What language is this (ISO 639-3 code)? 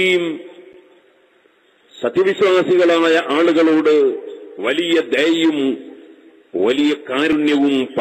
mal